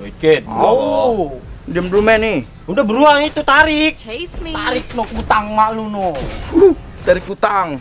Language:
Betawi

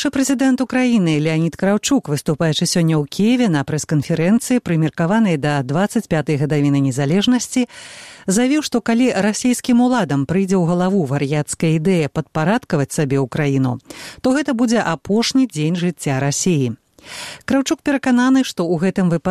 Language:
Belarusian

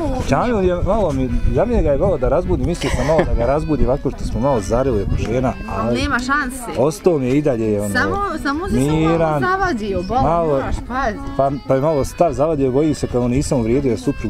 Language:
Bosnian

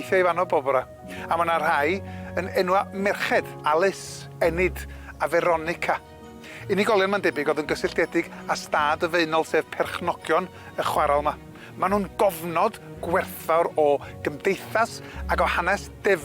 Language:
Welsh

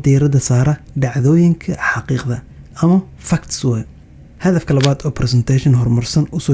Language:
Somali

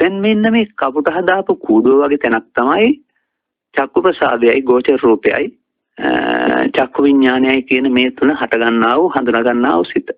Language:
Sinhala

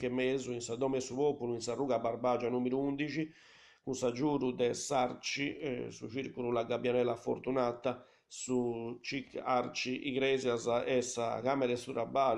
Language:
Sardinian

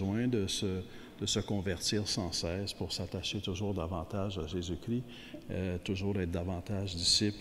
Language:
French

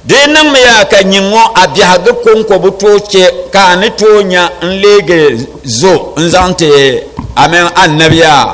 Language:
Dagbani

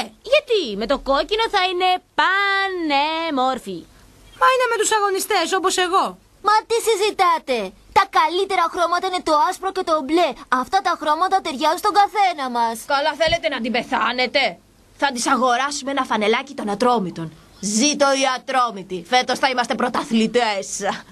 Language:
Greek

